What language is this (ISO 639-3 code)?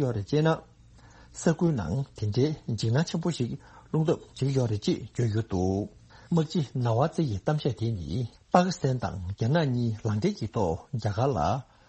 bod